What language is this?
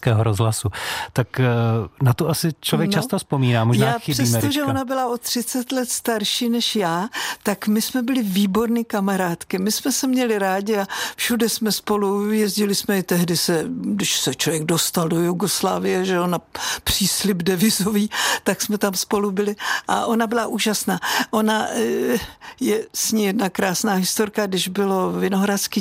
Czech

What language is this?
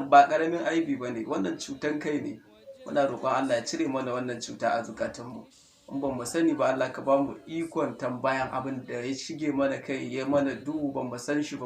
Hausa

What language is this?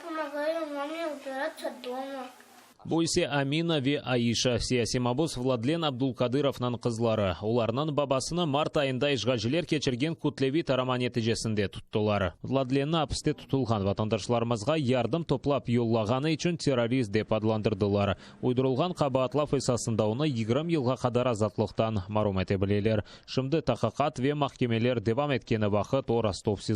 Crimean Tatar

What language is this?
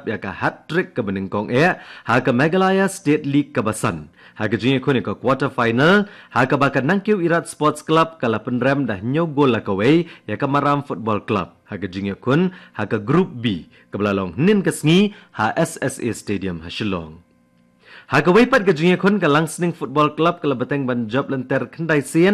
Khasi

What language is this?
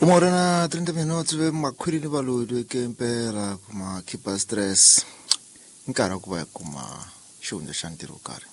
Tsonga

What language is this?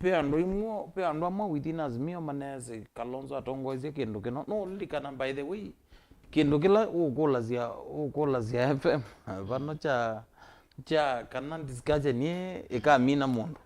Kamba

